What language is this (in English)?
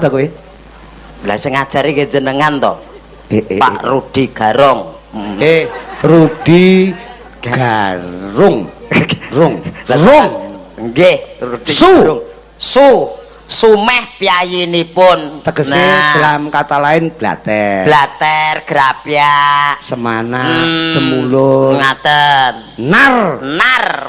Javanese